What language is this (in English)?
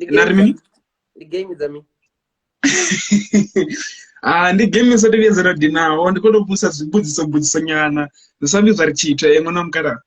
Venda